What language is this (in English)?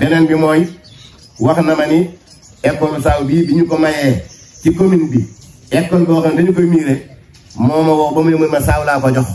Wolof